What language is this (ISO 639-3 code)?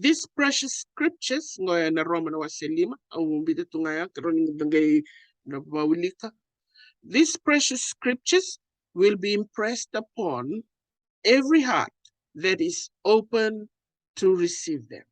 fij